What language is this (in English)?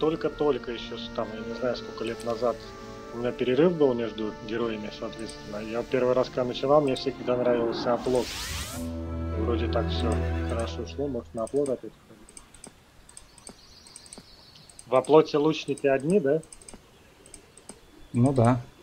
Russian